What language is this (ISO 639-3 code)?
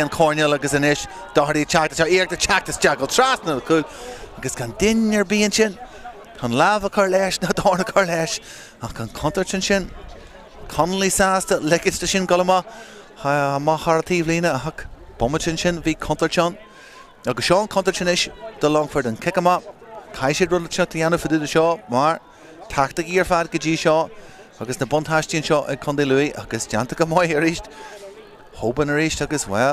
gle